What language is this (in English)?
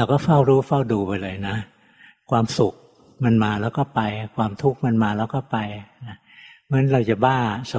Thai